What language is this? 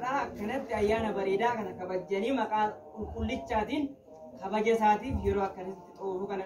Oromo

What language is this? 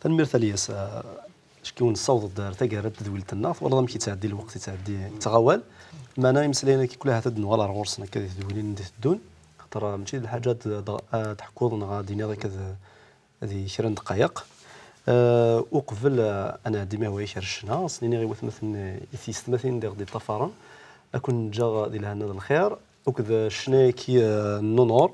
Kabyle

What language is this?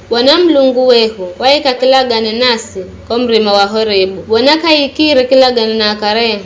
Giryama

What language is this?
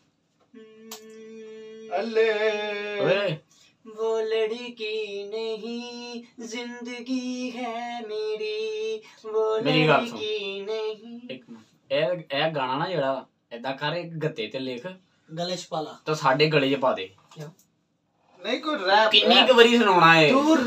Punjabi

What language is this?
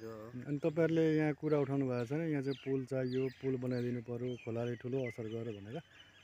Nepali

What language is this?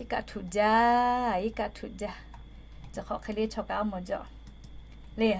Lahu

